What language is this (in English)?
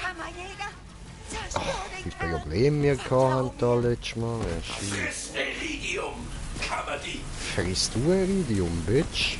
Swiss German